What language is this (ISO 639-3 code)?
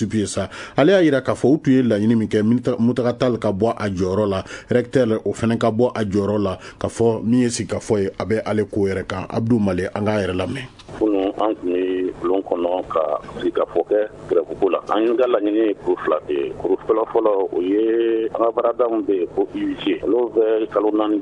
bam